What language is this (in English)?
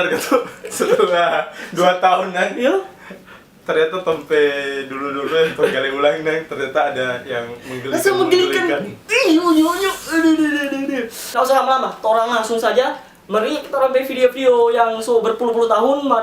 Manado Malay